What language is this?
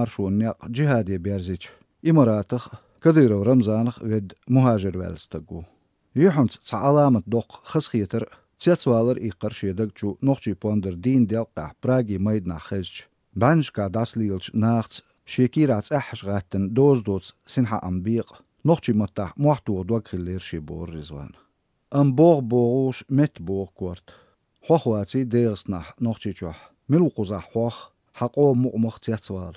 Chechen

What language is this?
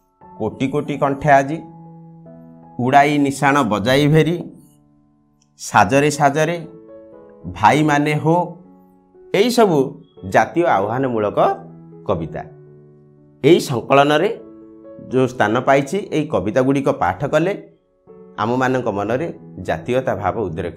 Odia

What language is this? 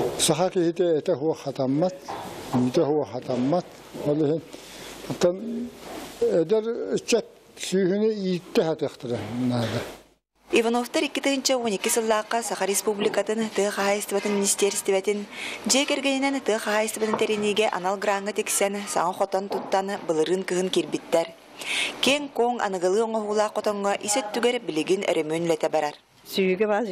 Yakut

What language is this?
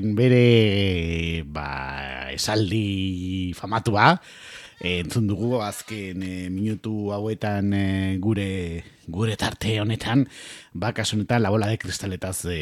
Basque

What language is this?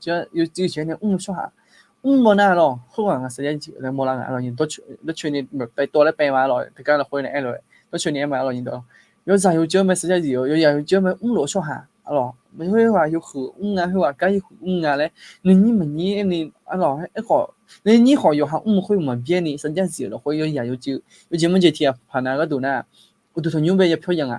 Akha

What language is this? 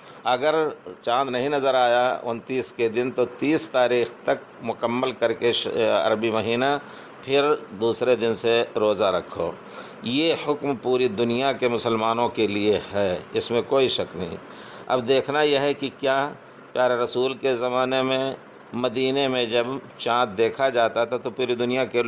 Urdu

